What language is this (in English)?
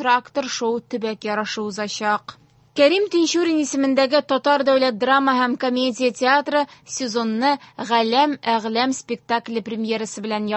Tatar